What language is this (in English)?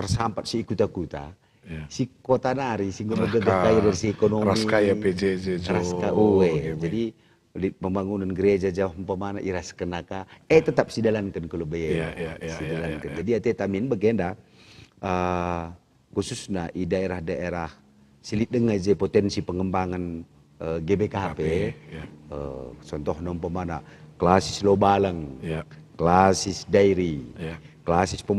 Batak Karo